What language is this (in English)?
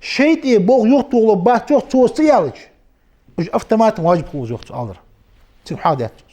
Ingush